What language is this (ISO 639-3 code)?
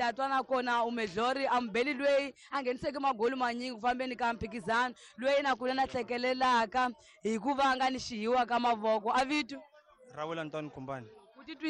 tso